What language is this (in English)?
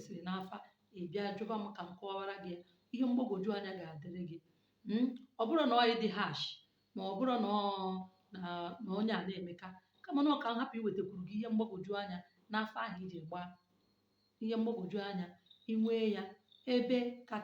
Igbo